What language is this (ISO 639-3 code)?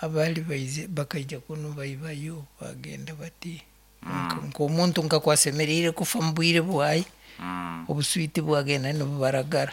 nyn